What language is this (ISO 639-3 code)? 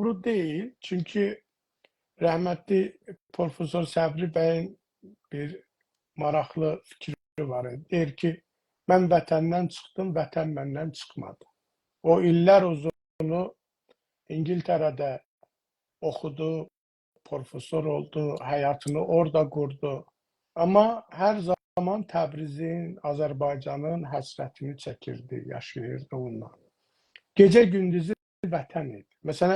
azb